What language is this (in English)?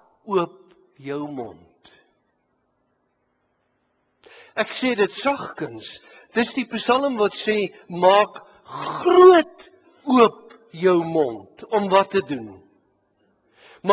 Afrikaans